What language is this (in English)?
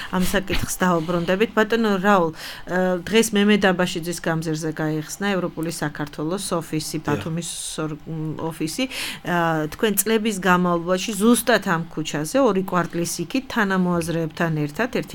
Georgian